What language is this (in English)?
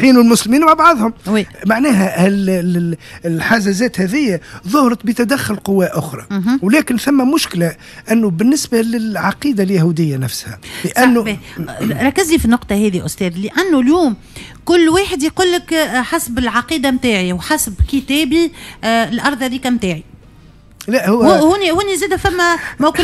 Tunisian Arabic